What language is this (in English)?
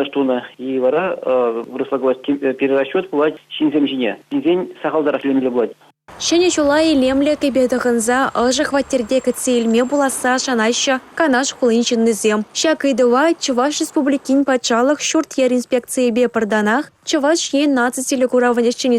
Chuvash